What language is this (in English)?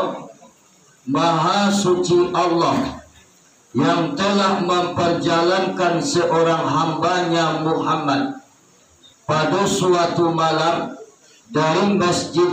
Minangkabau